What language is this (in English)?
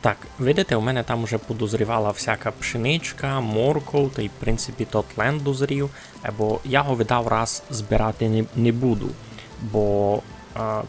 Rusyn